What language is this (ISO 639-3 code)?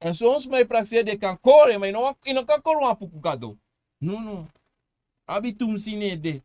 srn